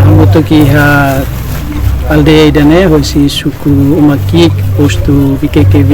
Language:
Tetum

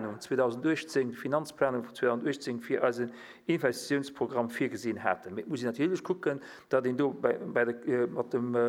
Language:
Luxembourgish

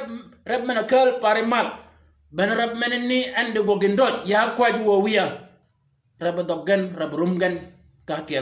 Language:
Shilluk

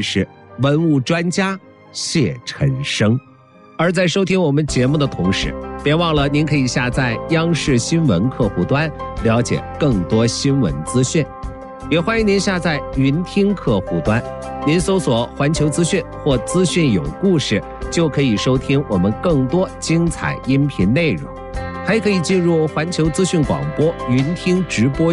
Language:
Chinese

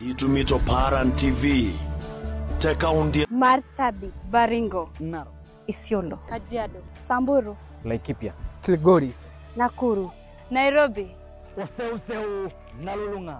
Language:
Masai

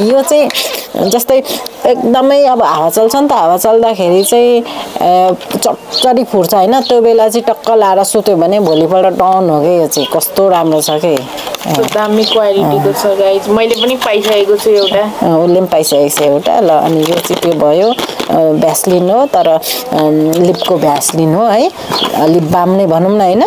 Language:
Nepali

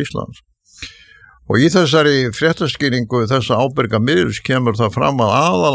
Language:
Icelandic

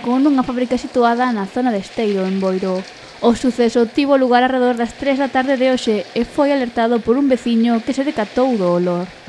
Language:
Galician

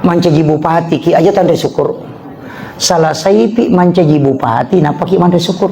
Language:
Buginese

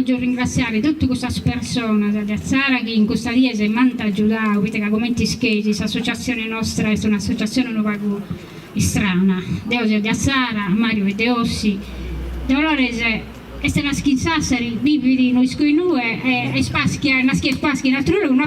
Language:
Sardinian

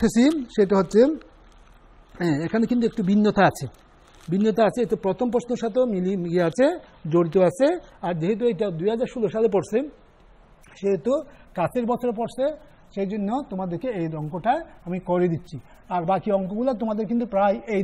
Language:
Bangla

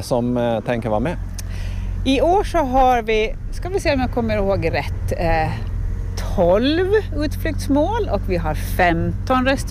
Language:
Swedish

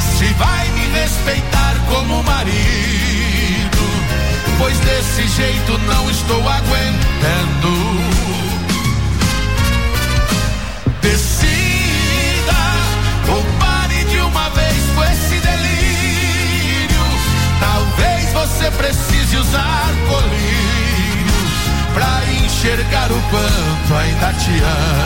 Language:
Portuguese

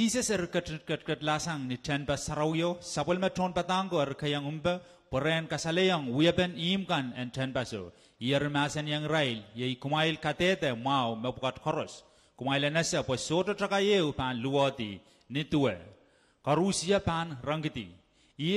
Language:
Pohnpeian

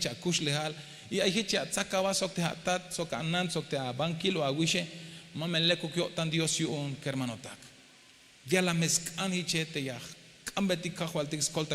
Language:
Tzeltal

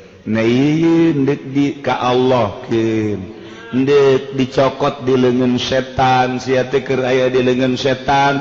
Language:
Sundanese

